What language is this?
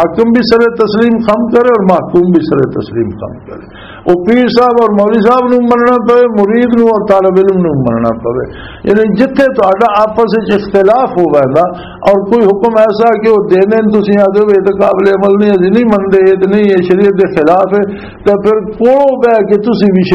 Western Panjabi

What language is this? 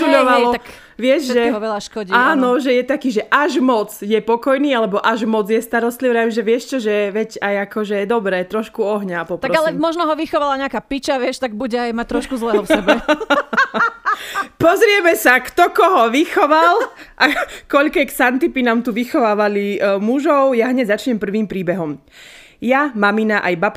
Slovak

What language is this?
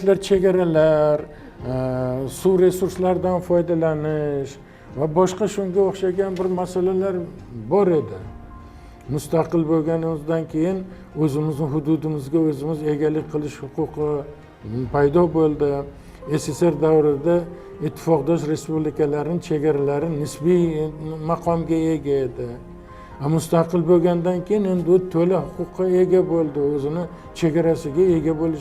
Uzbek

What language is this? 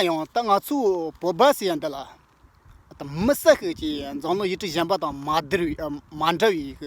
Tibetan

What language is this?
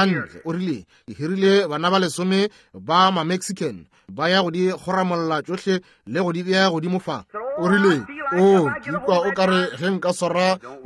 Northern Sotho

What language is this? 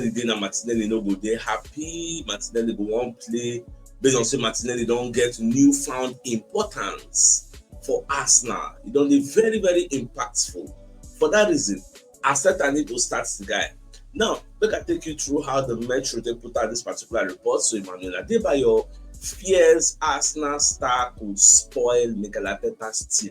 Nigerian Pidgin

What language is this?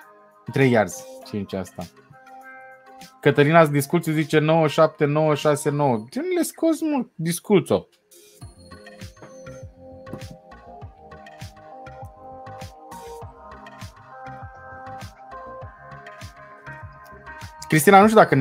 Romanian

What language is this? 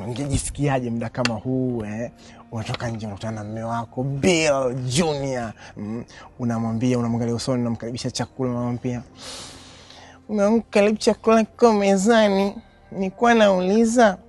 Swahili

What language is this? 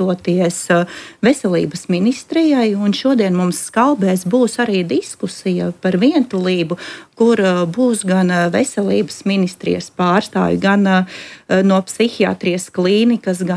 Latvian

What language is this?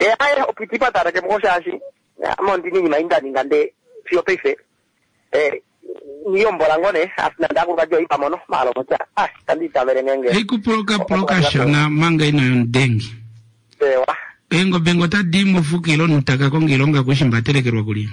Kuanyama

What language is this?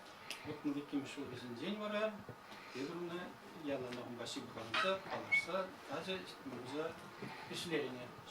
Chuvash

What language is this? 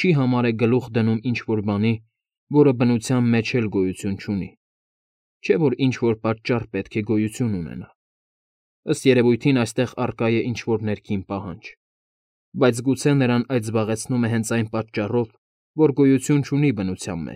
Armenian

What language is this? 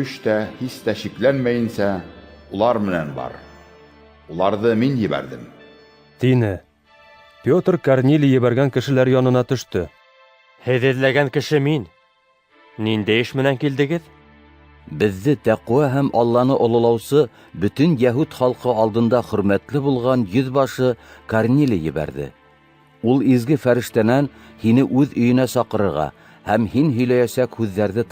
Bashkir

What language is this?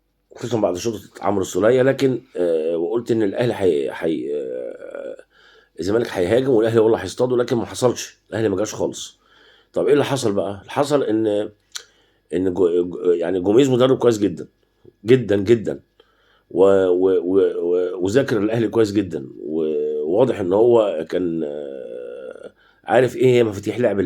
Egyptian Arabic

